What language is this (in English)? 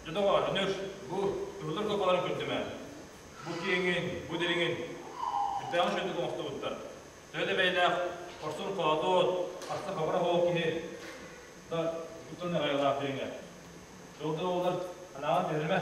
Yakut